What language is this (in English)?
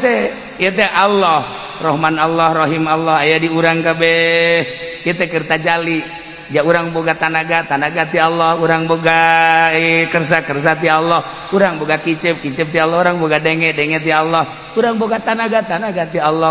Sundanese